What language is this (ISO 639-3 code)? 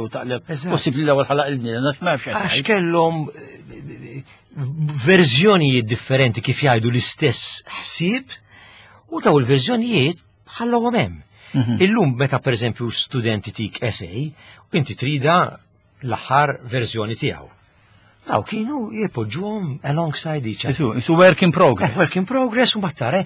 mlt